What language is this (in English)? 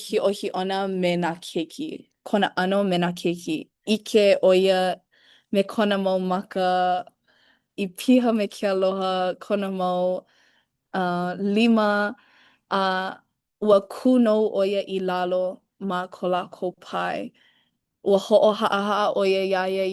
Hawaiian